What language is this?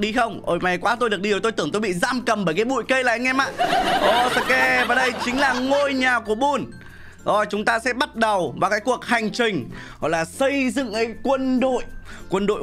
Vietnamese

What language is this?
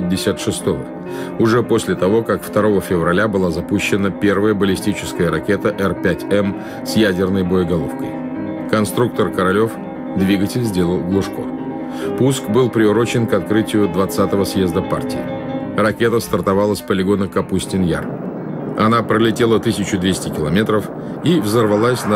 Russian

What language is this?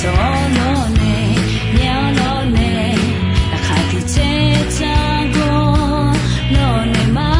Akha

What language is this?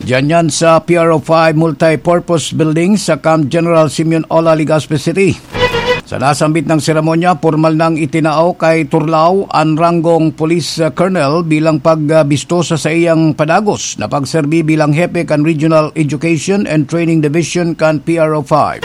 Bikol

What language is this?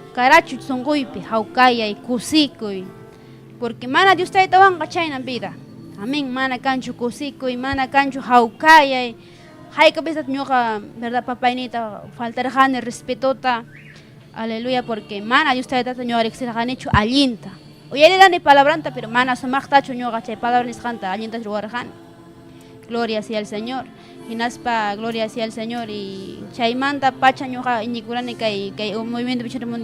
Ayacucho Quechua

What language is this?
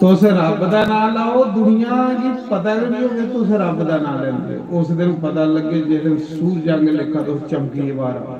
Dogri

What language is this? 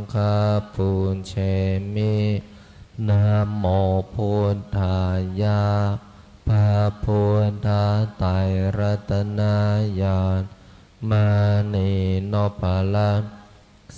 Pali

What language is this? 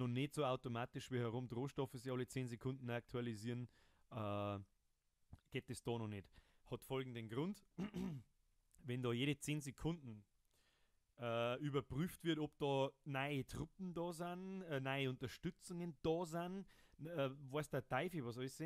Bavarian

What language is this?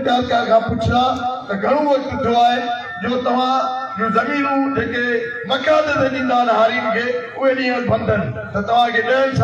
Sindhi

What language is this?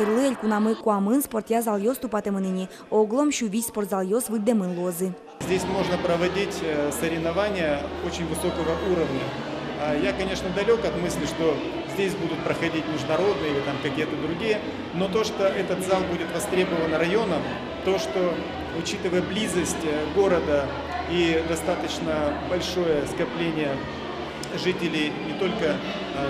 Udmurt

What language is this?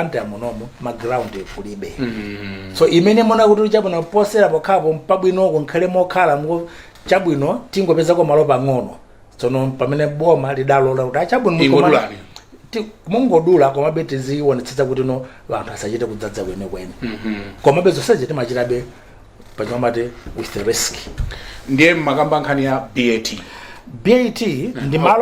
Nyanja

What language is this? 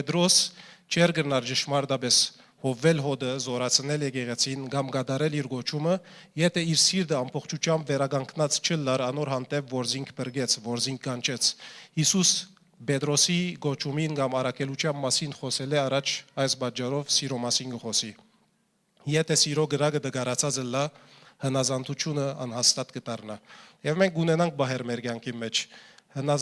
Western Armenian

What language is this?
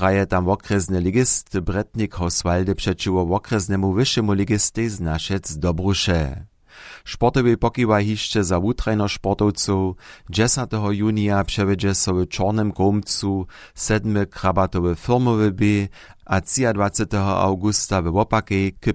Upper Sorbian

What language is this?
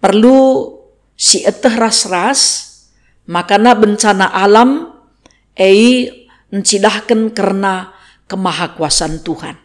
Batak Karo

